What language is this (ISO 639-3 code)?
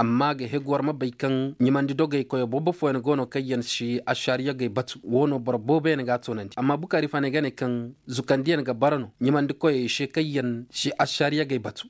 ses